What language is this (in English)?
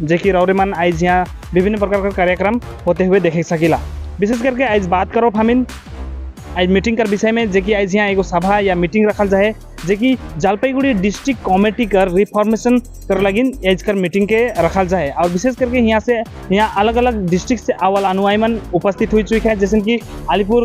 Sadri